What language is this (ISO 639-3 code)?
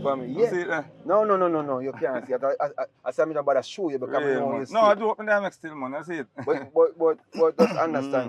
jam